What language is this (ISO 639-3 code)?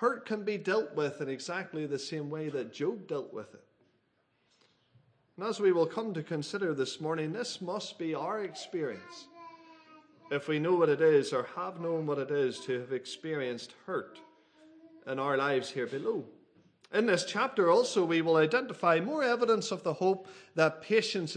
eng